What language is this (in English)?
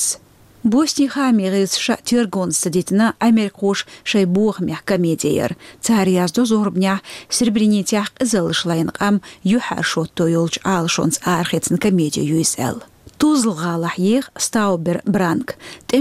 Chechen